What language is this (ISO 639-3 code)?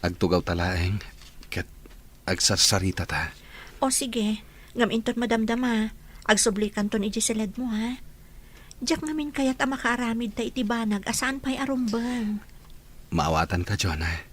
ilo